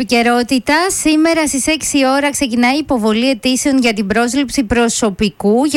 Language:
Greek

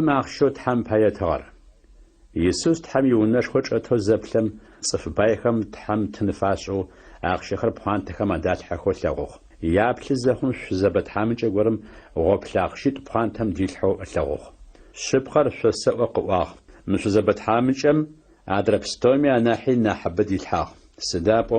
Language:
Adyghe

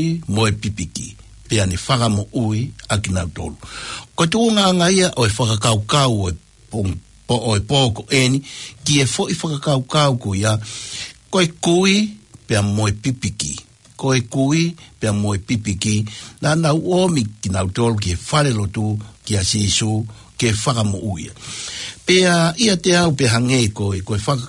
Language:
Tongan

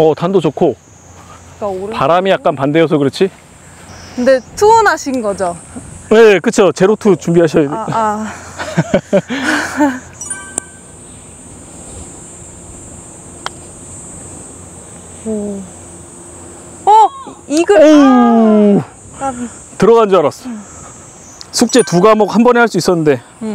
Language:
Korean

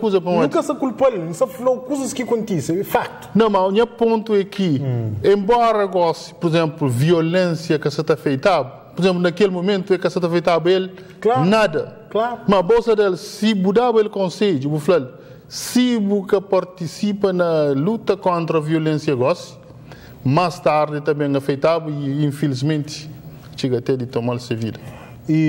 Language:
Kabuverdianu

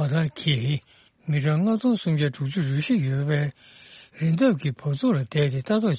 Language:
Tibetan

